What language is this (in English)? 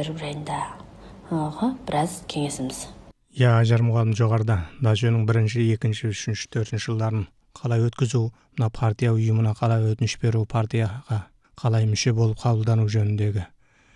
Kazakh